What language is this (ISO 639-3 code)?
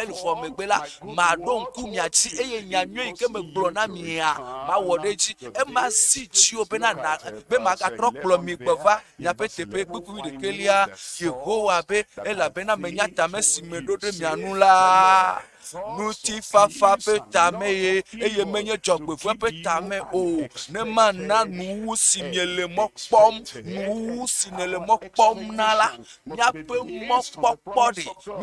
ewe